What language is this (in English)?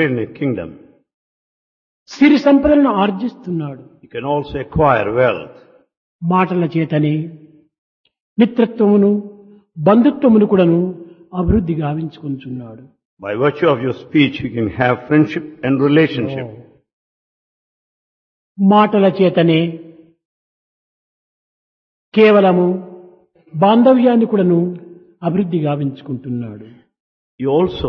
Telugu